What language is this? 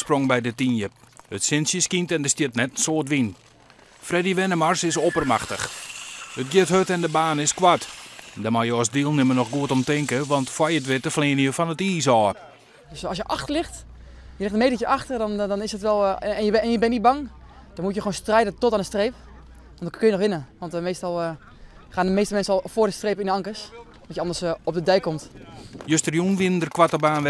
Western Frisian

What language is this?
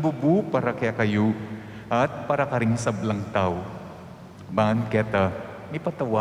Pampanga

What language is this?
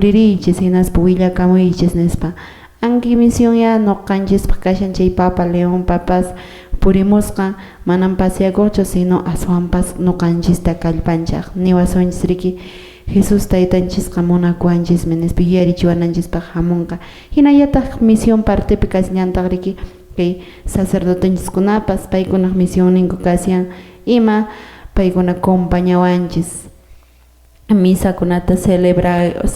Quechua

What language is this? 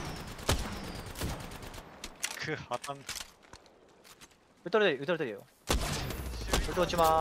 Japanese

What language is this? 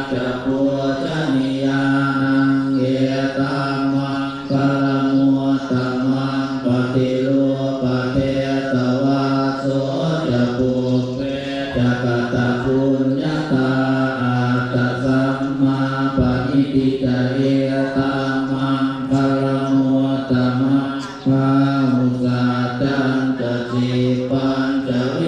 Pali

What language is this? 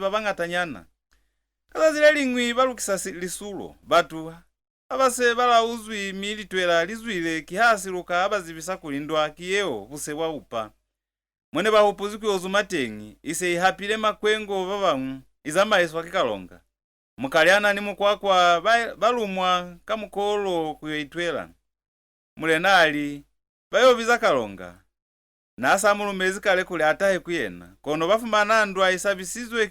Lozi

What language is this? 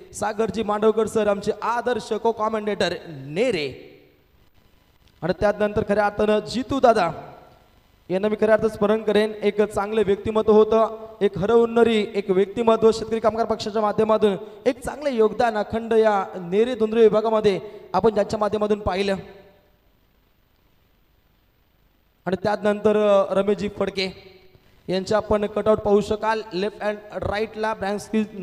Marathi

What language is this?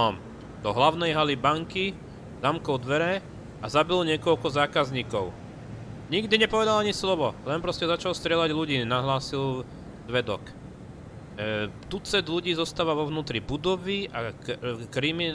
Slovak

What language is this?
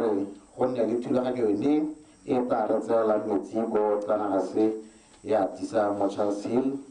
Tswana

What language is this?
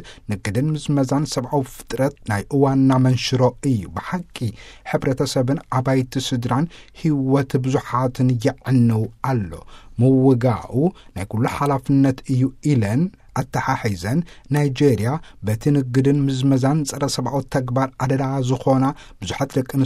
Tigrinya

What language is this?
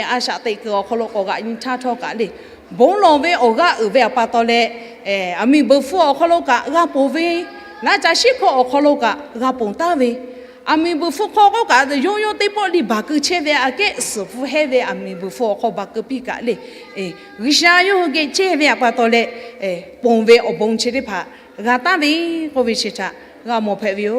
Lahu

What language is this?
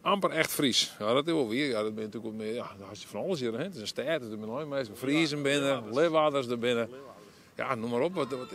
Western Frisian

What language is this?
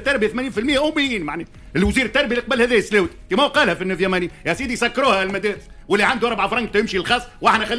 Tunisian Arabic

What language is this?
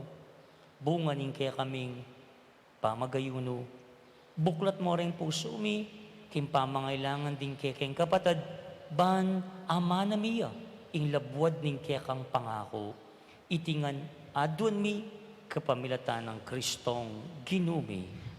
Pampanga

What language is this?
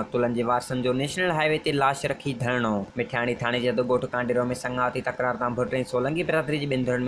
Sindhi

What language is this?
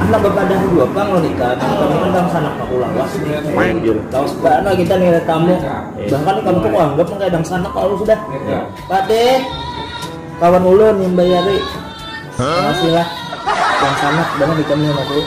Banjar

